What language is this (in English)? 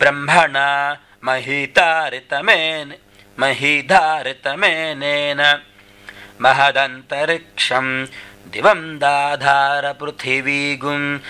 Sanskrit